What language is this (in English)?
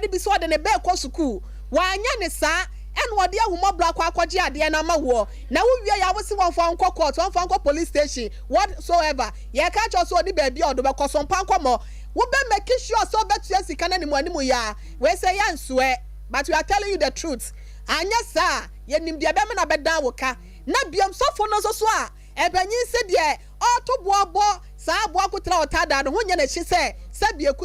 Akan